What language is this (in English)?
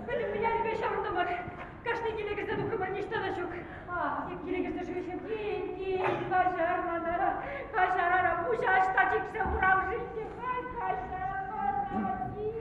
Chuvash